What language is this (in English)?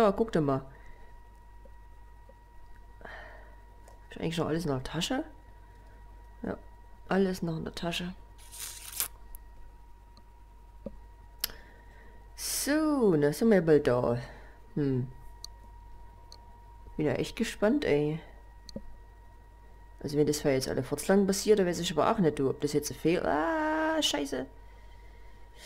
German